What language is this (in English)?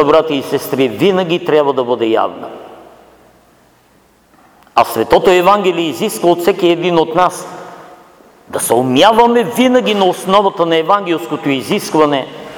Bulgarian